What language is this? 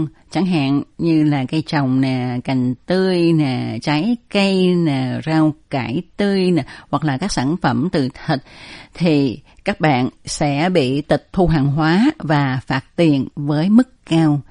Vietnamese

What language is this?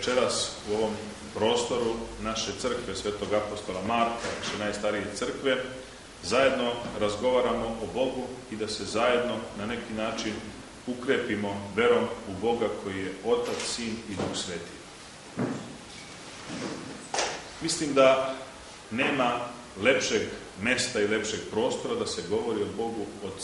Serbian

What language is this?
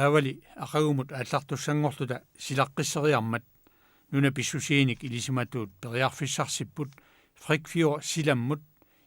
Kalaallisut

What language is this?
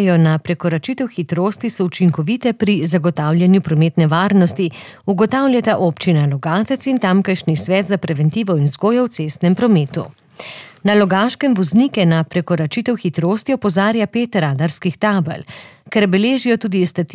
Slovenian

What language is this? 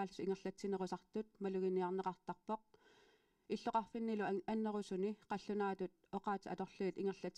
Kalaallisut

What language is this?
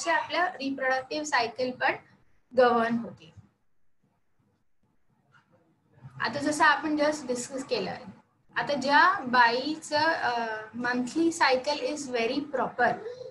Marathi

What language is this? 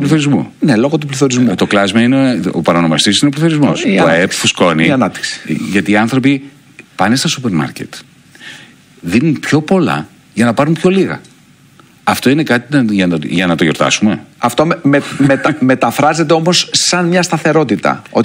Greek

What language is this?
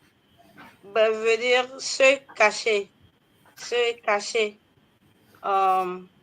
Ewe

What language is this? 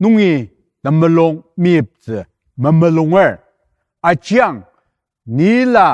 Ao Naga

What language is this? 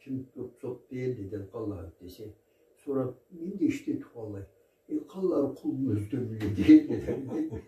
Karachay-Balkar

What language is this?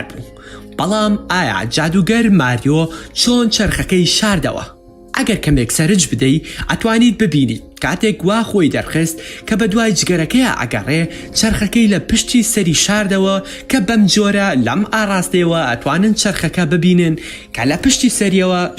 Central Kurdish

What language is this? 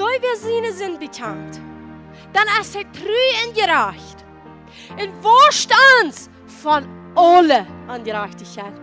Plautdietsch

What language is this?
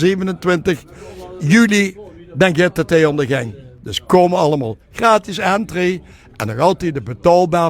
Limburgish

